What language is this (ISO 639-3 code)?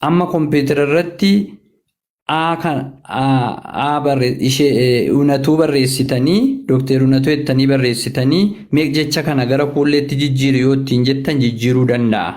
orm